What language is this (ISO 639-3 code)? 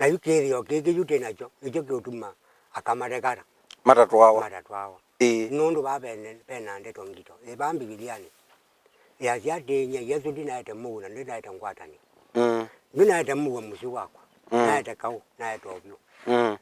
kam